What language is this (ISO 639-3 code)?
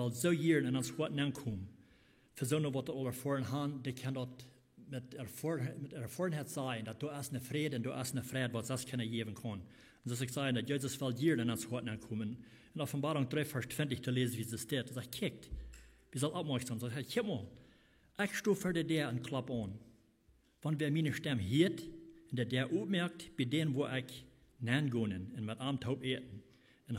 pdt